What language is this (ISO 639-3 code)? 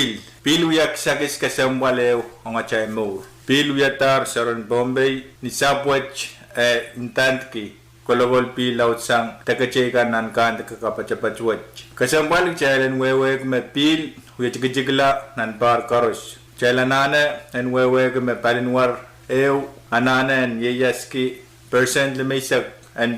pon